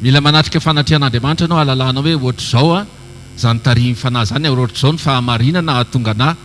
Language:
Malagasy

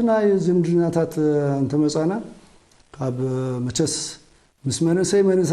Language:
Tigrinya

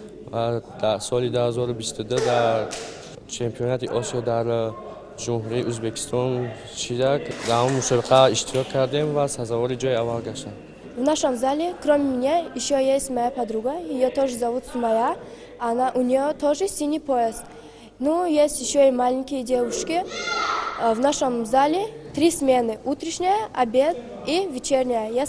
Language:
Tajik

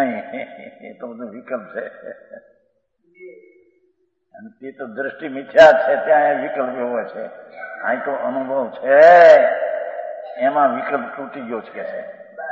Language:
Gujarati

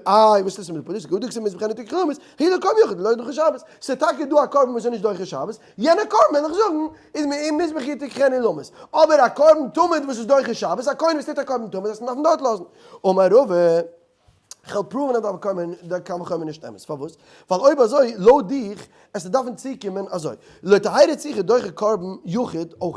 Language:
Yiddish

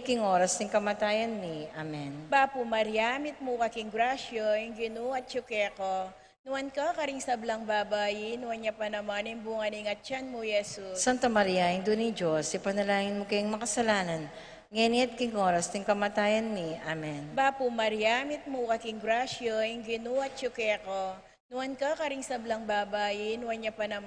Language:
Pampanga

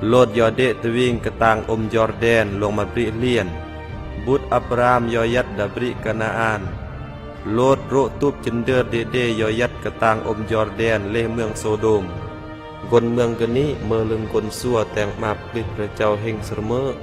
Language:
Khmu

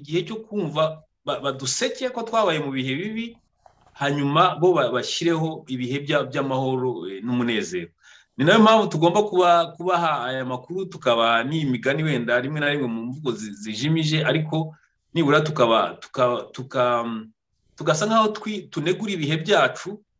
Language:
Kinyarwanda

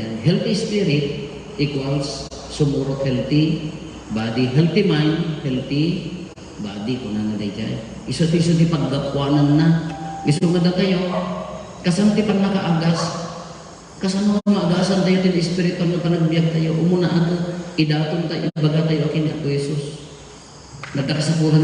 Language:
Iloko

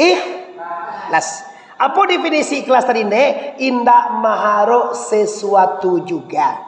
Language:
Minangkabau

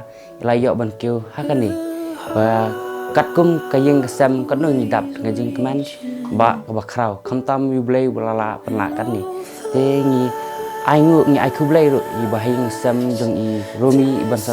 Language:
Khasi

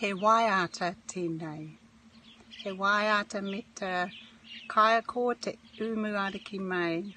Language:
Māori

